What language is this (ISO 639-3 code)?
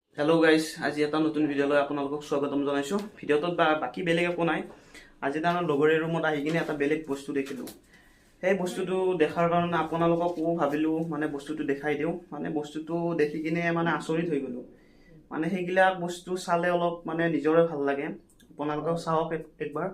asm